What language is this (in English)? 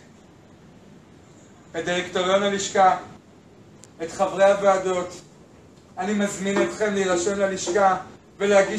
Hebrew